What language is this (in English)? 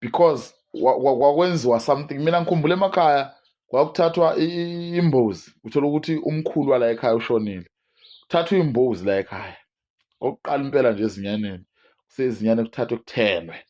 Zulu